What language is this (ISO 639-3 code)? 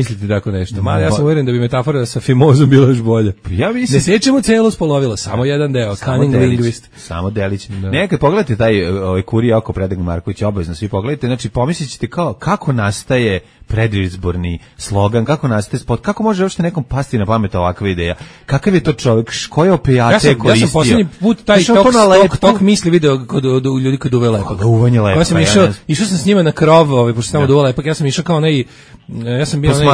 srp